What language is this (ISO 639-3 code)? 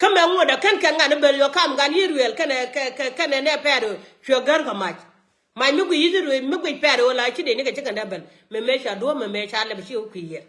nus